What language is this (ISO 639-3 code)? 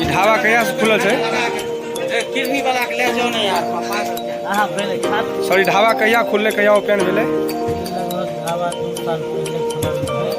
mai